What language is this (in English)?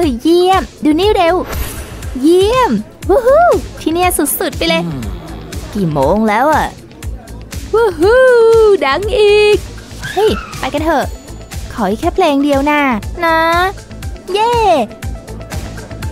Thai